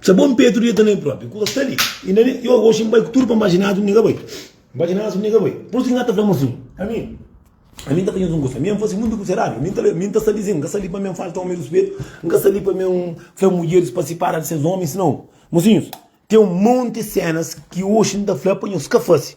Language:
Kabuverdianu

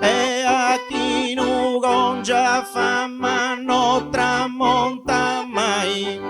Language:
Sardinian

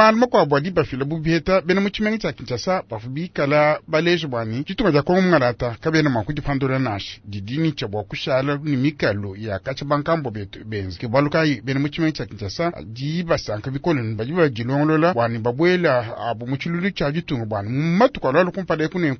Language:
Luba-Lulua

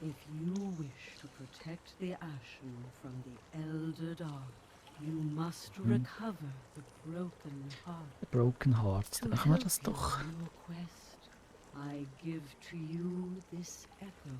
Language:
Swiss German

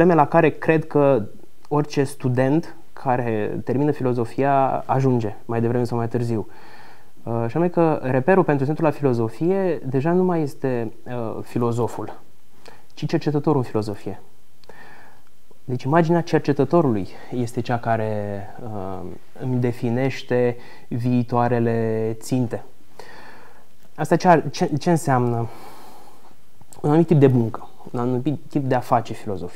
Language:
Romanian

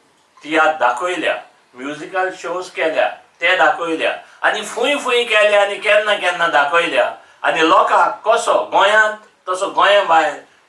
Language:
Konkani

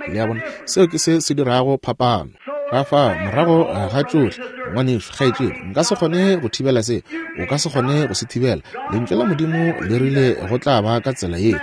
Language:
Northern Sotho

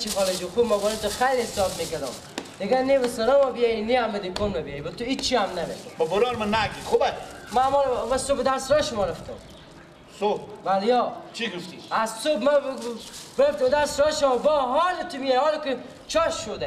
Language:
Persian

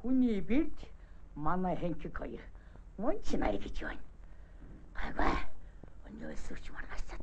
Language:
Mongolian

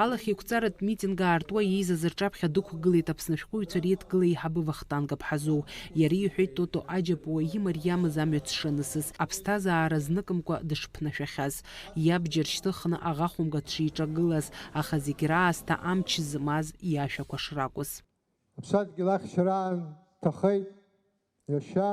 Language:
Abkhazian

